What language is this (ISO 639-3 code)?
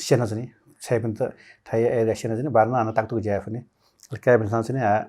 new